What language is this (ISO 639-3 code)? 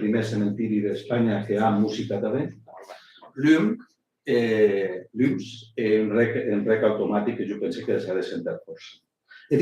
oci